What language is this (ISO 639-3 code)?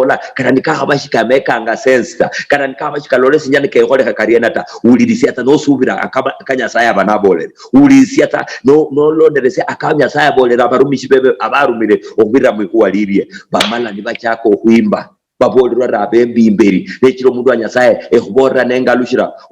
luy